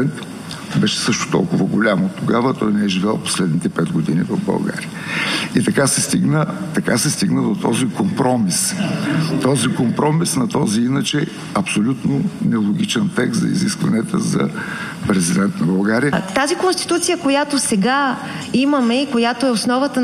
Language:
Bulgarian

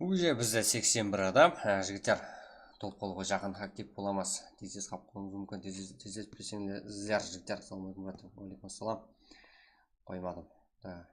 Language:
Kara-Kalpak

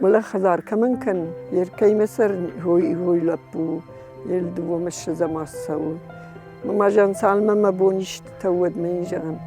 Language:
Ossetic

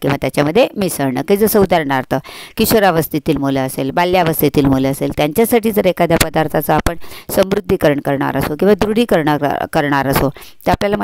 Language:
Marathi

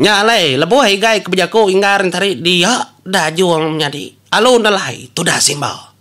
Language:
Iban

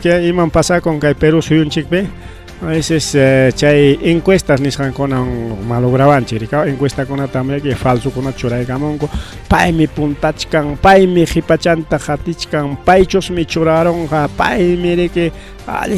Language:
Ayacucho Quechua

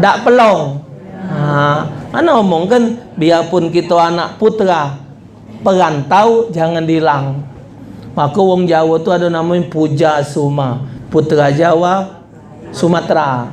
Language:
Musi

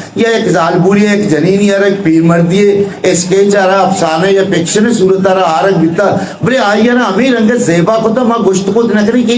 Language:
Eastern Balochi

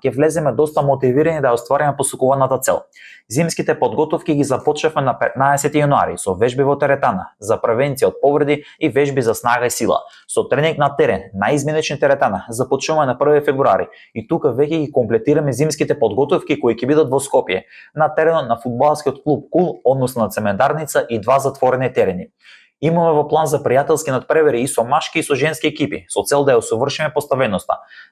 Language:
Macedonian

